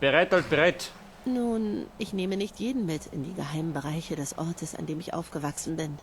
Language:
Bavarian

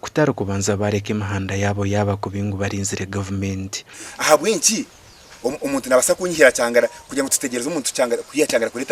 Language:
Nyankole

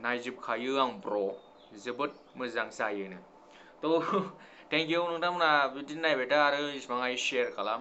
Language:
Bodo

